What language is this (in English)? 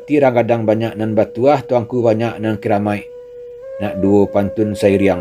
Minangkabau